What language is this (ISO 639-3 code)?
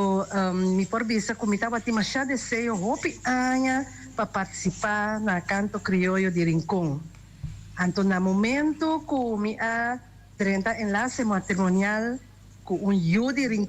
pap